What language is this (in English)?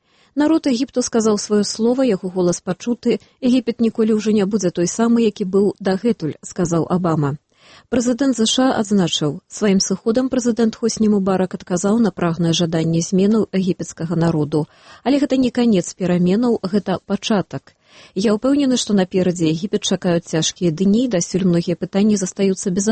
Belarusian